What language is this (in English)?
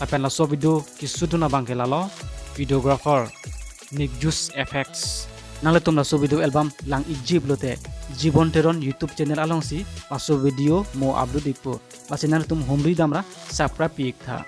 Karbi